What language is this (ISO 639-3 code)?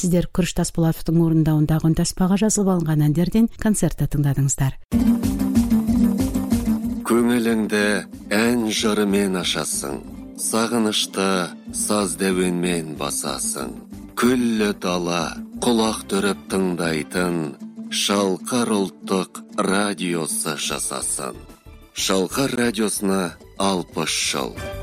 kaz